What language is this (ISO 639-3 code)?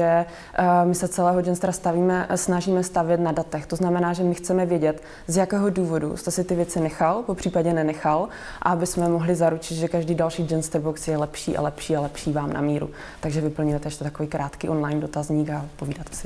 ces